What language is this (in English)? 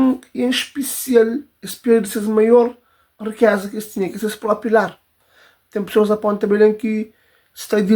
Kabuverdianu